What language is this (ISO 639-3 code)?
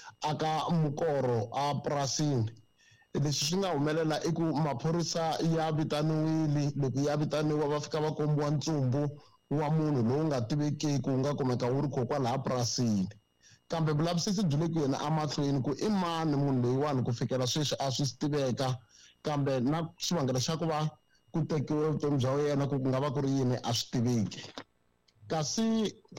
tso